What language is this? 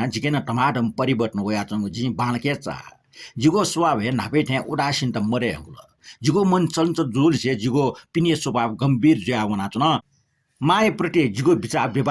Newari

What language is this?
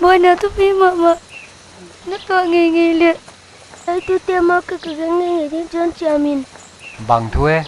Paite Chin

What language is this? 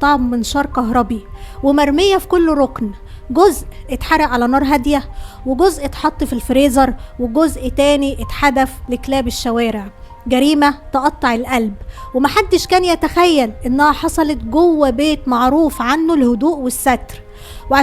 Egyptian Arabic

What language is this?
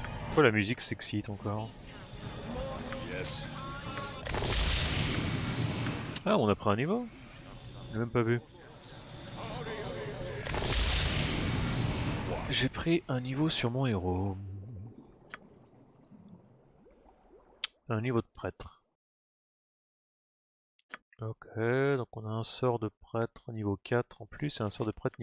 French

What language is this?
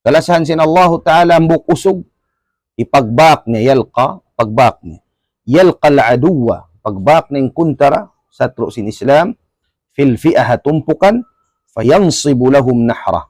Tausug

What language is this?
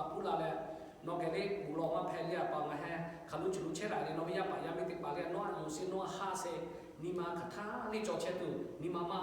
Lahu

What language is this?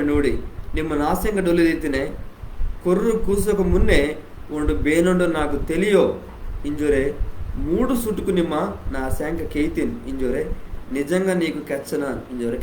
Koya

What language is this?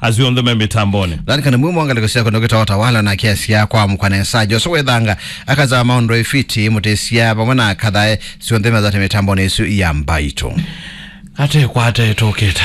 Kamba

